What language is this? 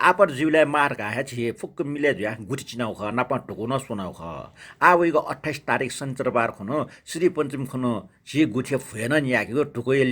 Newari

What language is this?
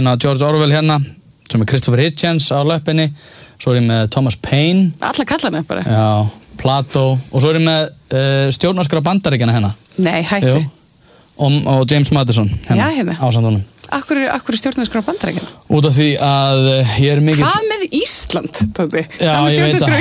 Icelandic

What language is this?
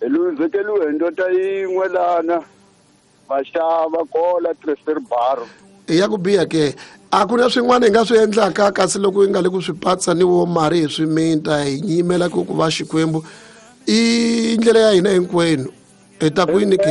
Tsonga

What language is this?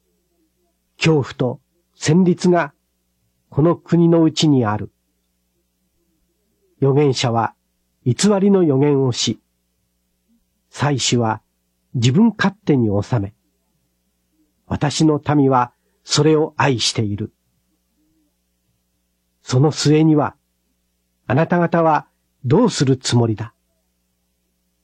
Japanese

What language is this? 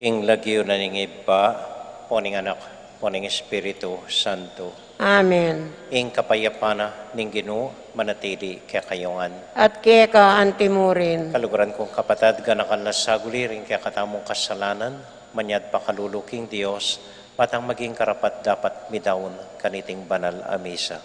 Pampanga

